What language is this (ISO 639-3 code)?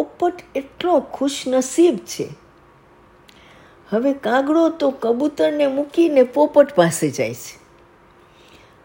guj